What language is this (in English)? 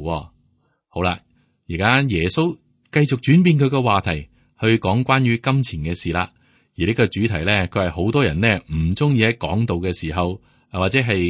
Cantonese